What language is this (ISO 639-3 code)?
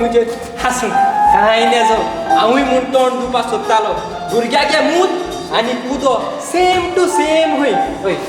kok